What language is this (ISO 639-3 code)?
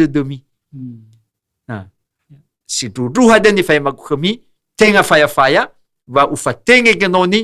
nia